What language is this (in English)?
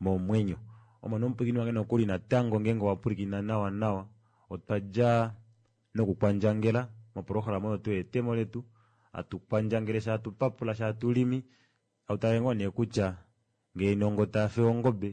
Kuanyama